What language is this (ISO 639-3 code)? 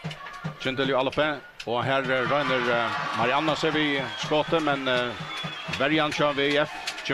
fao